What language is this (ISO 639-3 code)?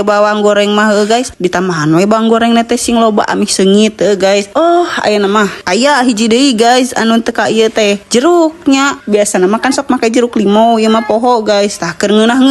sun